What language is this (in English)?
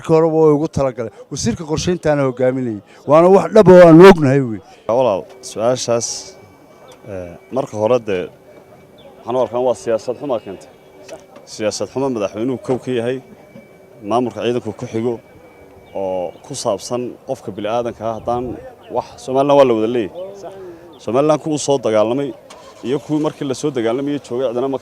Somali